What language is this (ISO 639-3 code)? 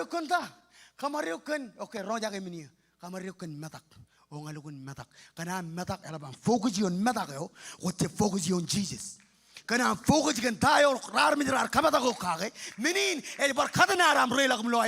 mah